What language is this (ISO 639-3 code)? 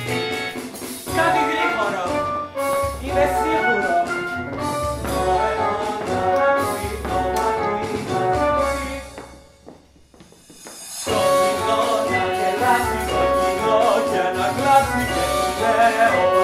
ell